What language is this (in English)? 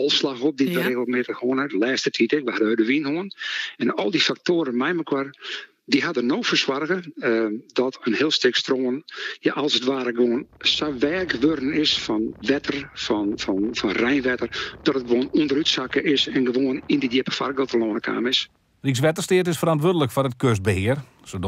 Western Frisian